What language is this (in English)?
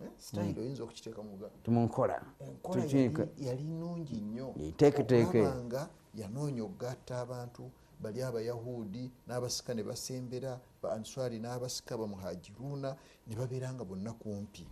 Ganda